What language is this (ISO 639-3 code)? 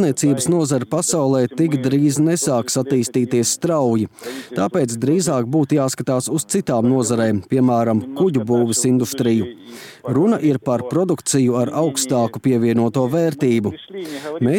lav